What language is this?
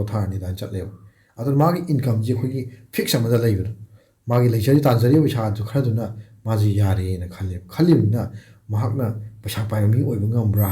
Manipuri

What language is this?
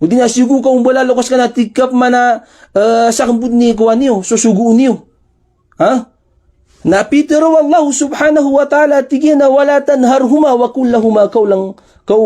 Maranao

